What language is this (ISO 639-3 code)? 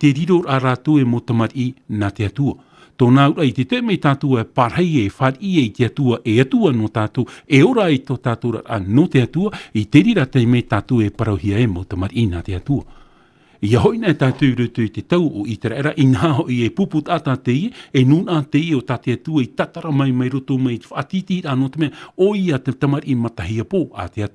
tah